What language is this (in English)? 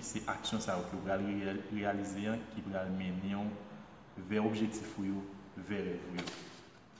Haitian Creole